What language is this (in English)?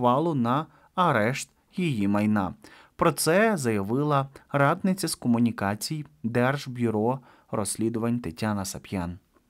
Ukrainian